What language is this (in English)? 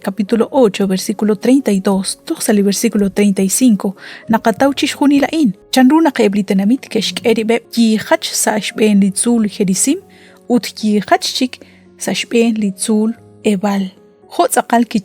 Kekchí